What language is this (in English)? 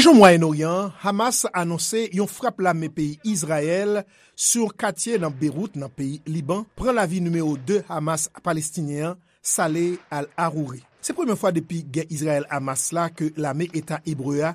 Haitian Creole